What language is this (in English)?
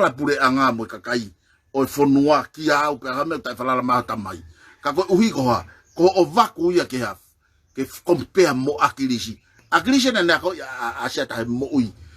Tongan